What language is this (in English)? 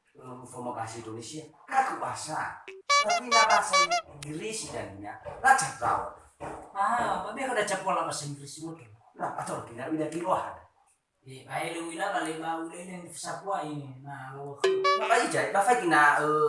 Nias